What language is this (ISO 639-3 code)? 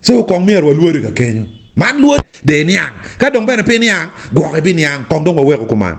ach